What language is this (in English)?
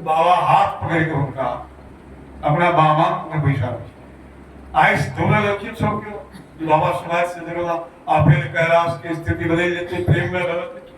Maithili